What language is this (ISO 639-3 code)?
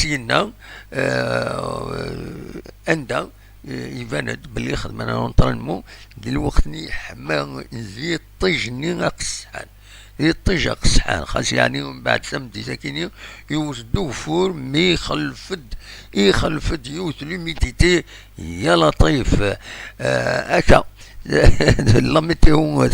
kab